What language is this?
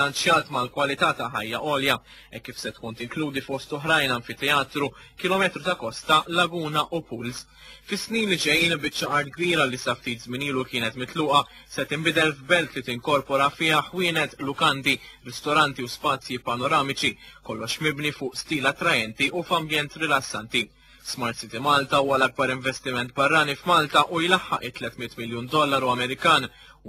Maltese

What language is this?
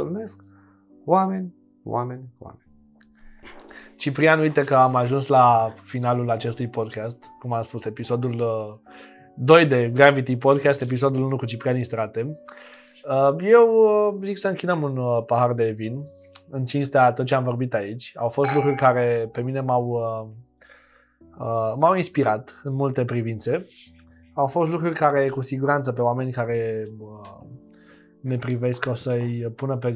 Romanian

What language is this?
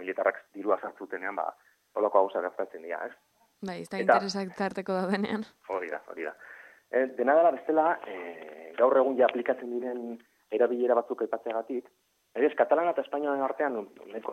Basque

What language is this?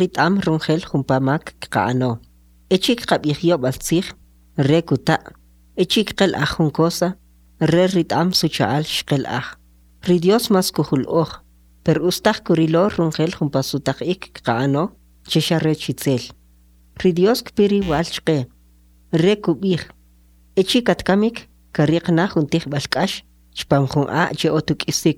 Kʼicheʼ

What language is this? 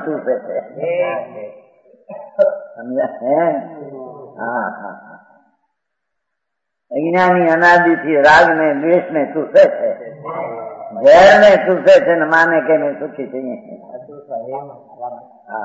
Gujarati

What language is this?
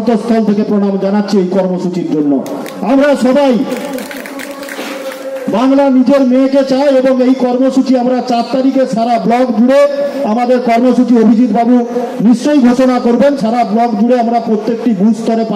Bangla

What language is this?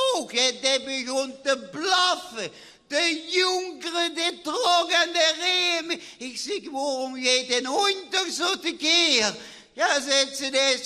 Limburgish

